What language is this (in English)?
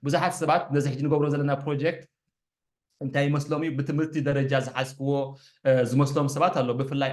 Tigrinya